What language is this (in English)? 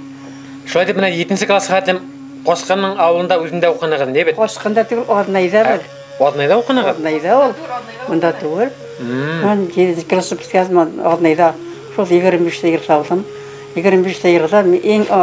Bashkir